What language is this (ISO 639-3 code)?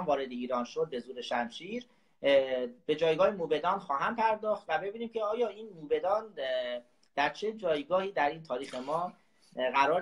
fas